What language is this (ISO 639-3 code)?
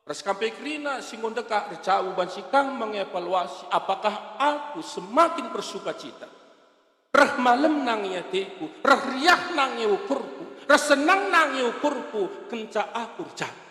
btx